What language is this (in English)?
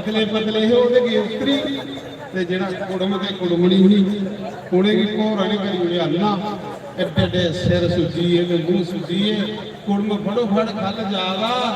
Dogri